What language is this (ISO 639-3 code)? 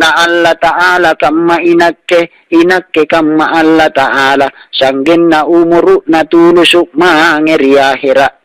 mak